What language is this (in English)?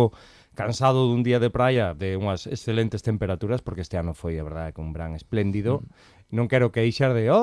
Galician